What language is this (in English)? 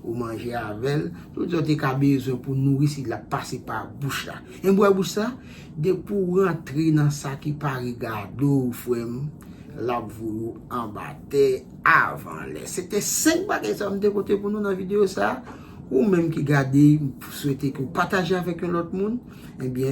Haitian Creole